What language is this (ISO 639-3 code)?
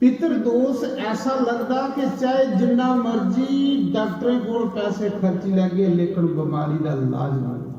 doi